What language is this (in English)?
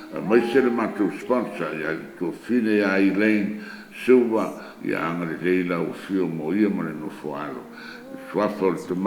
Samoan